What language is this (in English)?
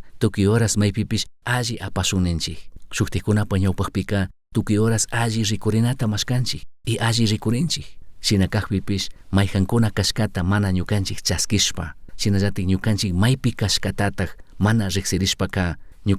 Chimborazo Highland Quichua